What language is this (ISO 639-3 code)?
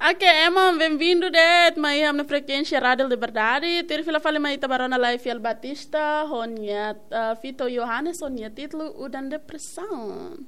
tet